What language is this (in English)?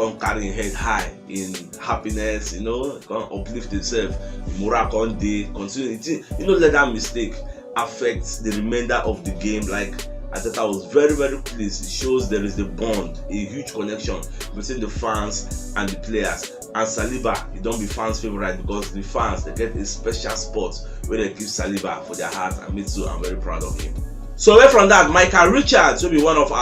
Nigerian Pidgin